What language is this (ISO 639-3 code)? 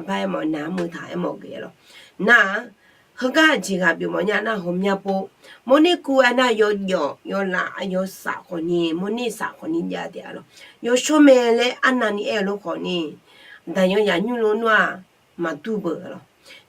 ahk